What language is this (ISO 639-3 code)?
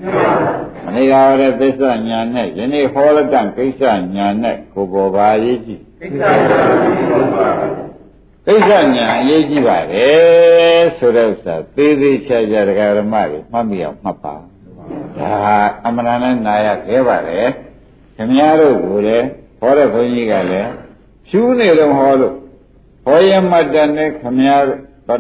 mya